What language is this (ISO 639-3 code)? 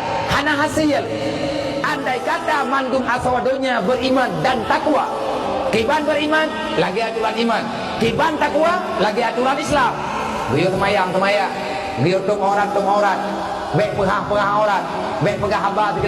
ace